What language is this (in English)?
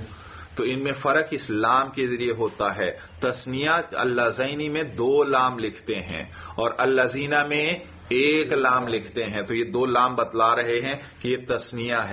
Urdu